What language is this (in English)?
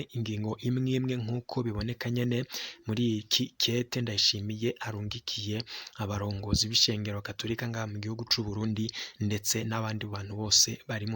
Rundi